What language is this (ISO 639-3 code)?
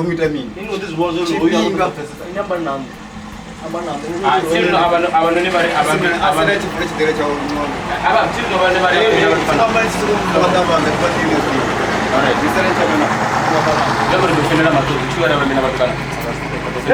ven